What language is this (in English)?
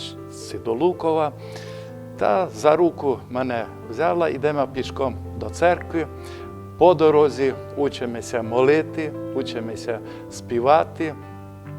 Rusyn